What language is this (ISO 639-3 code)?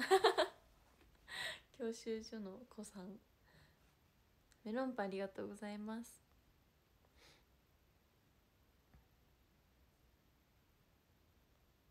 jpn